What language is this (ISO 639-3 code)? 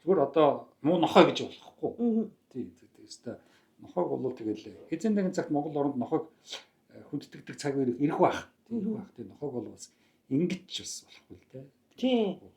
mon